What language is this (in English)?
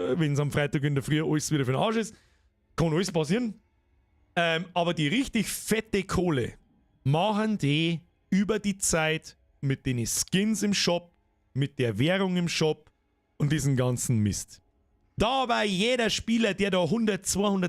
Bavarian